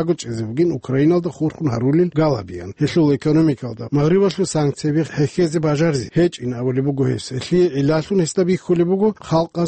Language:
Avaric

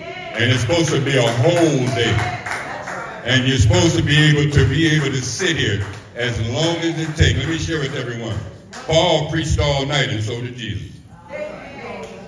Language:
English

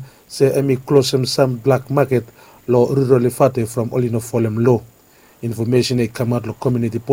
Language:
Bislama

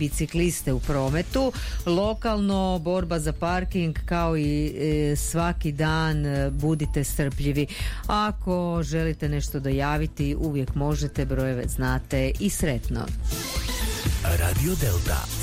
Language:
Croatian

